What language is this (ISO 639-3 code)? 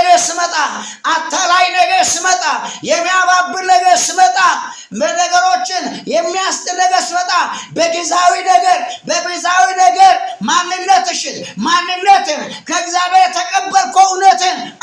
amh